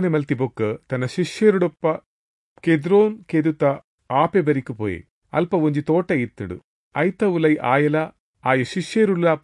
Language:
Tulu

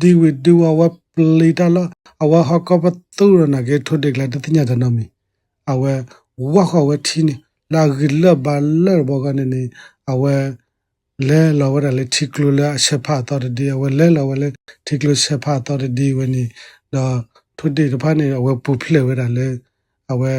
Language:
S'gaw Karen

